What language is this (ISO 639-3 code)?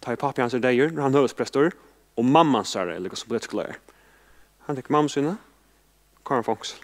fao